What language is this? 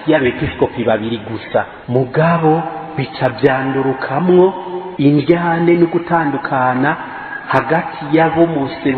Rundi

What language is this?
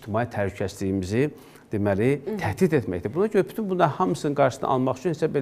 Azerbaijani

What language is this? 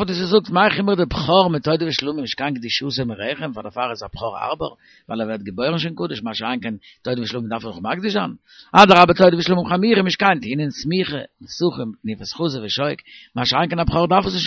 Yiddish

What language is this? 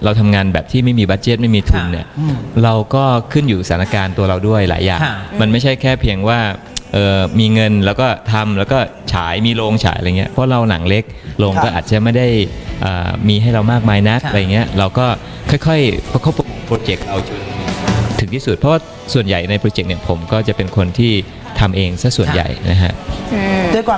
Thai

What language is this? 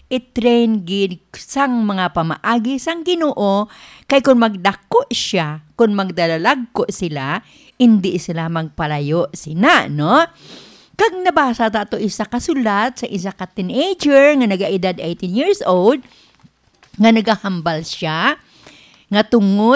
Hiligaynon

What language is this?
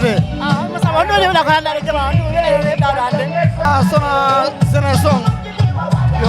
Fula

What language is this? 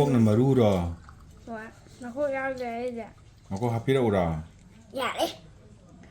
Manipuri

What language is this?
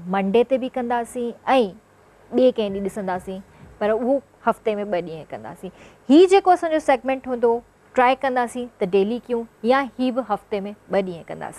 Sindhi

